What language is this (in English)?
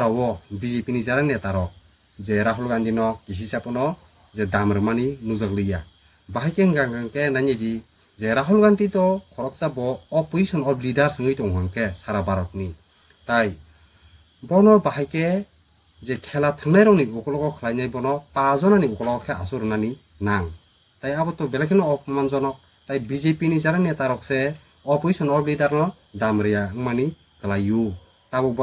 Kok Borok